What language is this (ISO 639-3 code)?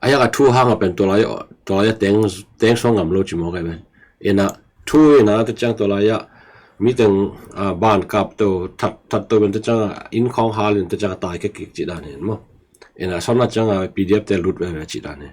ctd